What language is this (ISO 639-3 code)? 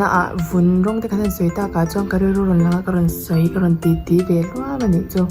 lus